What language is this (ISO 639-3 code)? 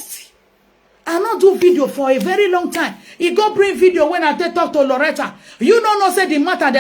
pcm